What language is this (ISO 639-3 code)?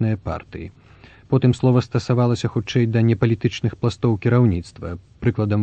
bel